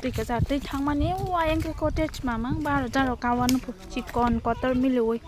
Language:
Kok Borok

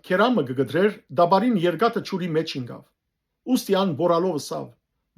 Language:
Western Armenian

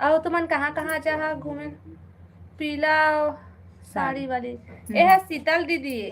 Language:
Chhattisgarhi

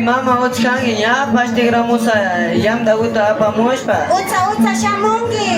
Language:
Imbabura Highland Quichua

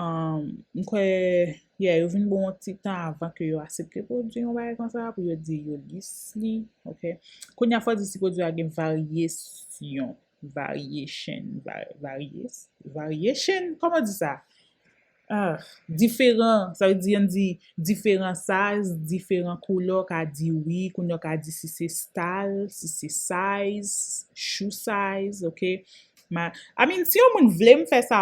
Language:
Haitian Creole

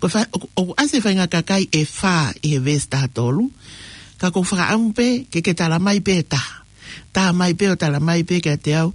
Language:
Tongan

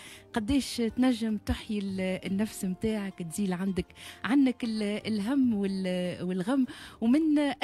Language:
Tunisian Arabic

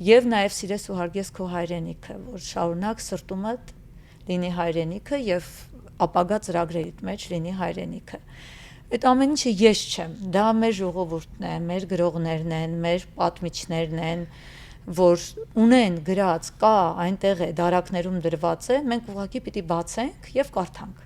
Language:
Western Armenian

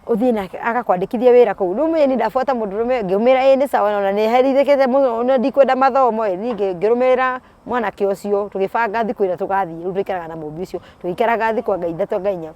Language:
Kikuyu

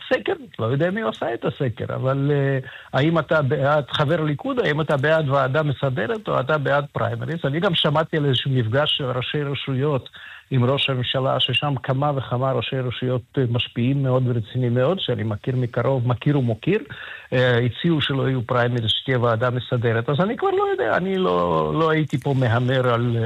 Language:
Hebrew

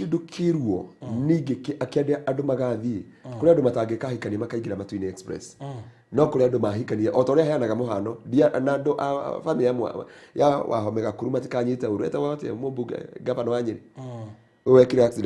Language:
Kikuyu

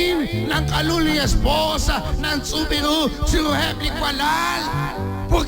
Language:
Kekchí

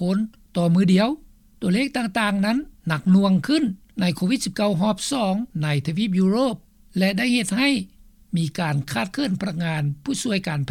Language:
Lao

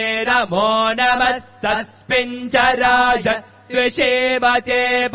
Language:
Sanskrit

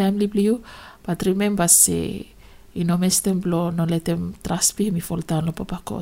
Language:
Bislama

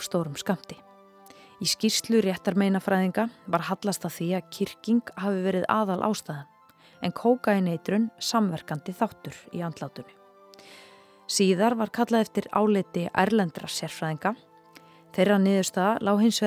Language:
Icelandic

